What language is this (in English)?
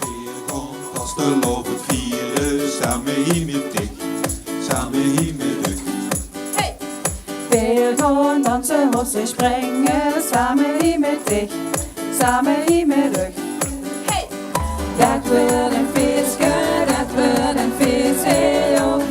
Limburgish